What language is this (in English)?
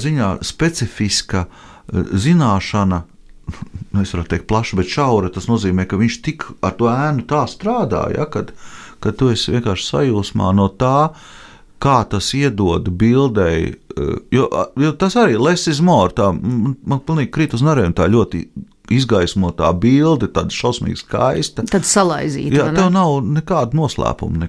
Latvian